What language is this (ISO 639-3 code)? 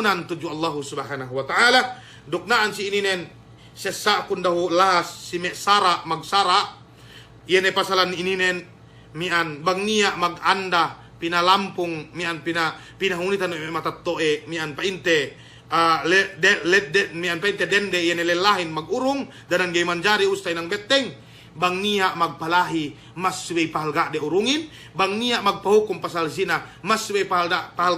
yka